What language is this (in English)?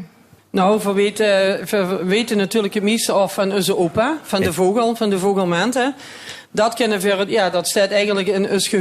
Limburgish